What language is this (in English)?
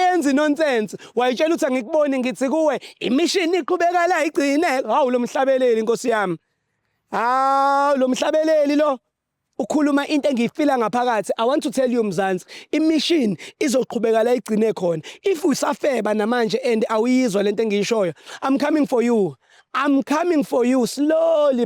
Zulu